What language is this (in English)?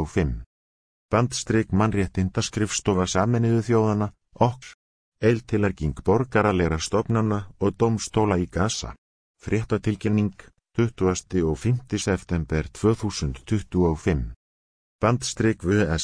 Icelandic